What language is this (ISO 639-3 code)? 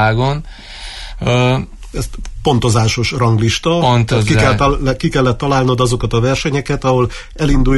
hun